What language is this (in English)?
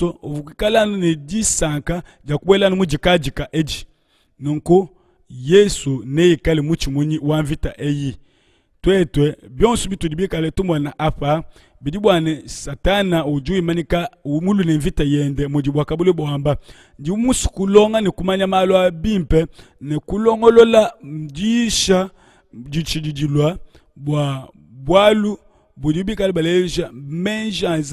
Luba-Lulua